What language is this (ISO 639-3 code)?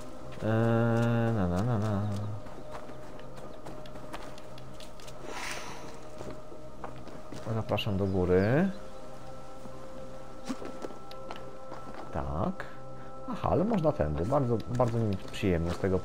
pol